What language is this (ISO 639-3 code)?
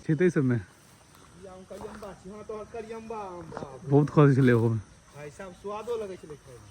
mai